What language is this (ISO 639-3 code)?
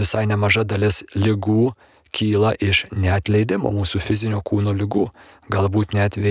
lit